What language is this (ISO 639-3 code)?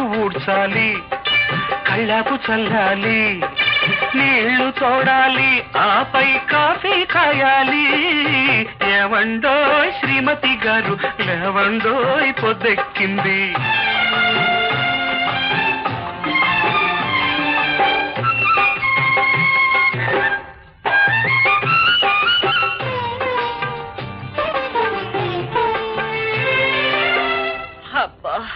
tel